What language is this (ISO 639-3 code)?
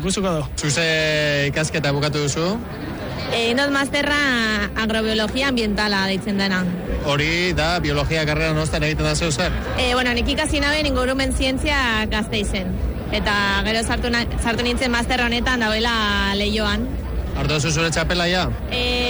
eus